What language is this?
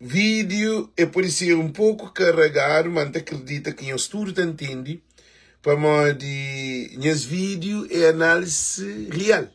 Kabuverdianu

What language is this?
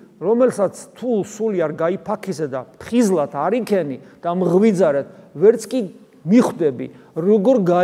Georgian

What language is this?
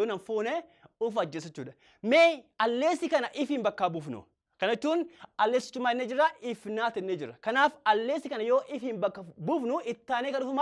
Oromo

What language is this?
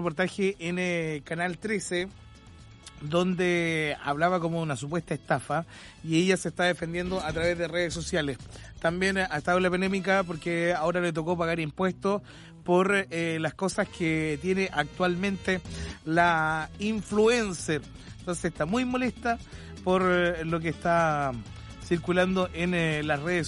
Spanish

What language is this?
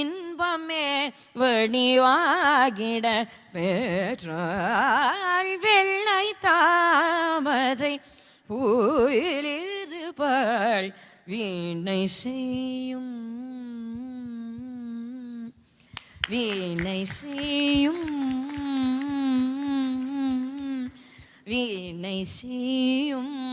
Tamil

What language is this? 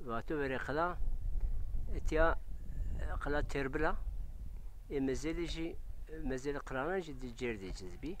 Zaza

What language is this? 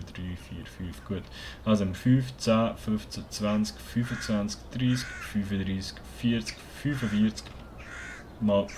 Swiss German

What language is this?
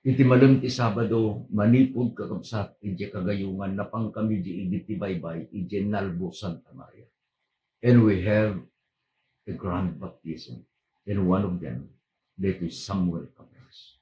Iloko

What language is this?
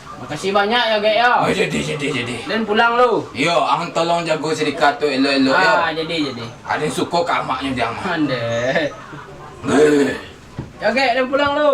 Minangkabau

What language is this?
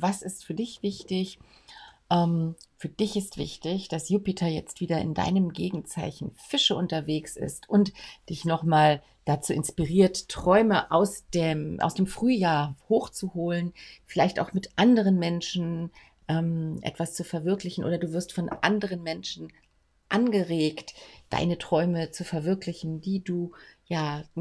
German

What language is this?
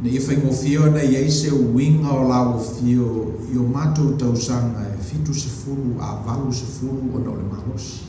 Samoan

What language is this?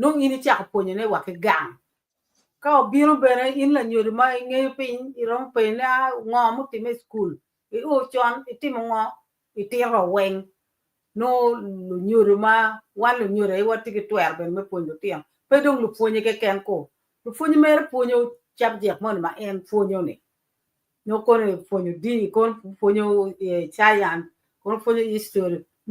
Acoli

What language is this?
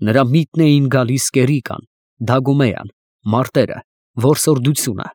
Armenian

